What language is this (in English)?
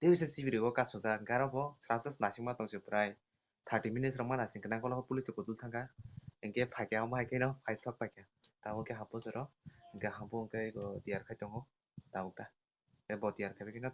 Kok Borok